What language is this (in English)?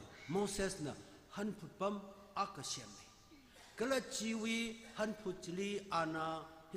Tangkhul Naga (India)